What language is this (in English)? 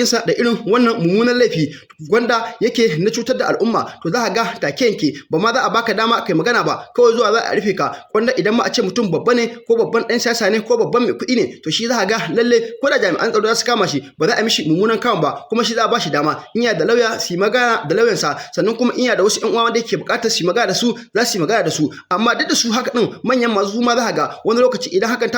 Hausa